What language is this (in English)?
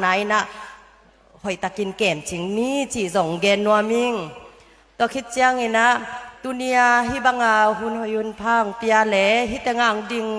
Tedim Chin